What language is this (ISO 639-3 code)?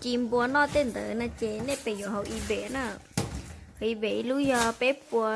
hmn